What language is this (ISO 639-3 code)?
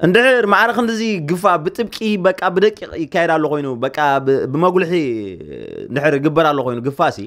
tir